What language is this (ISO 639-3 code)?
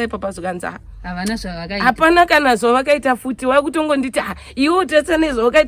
sna